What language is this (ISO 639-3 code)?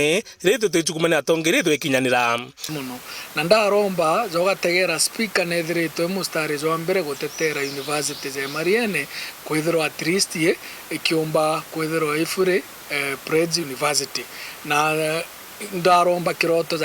mer